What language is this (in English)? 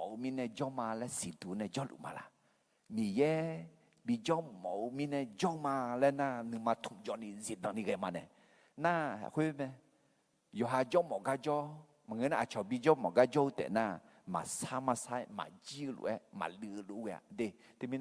Akha